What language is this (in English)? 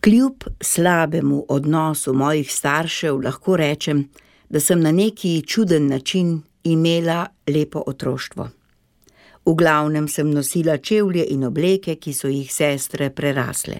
Slovenian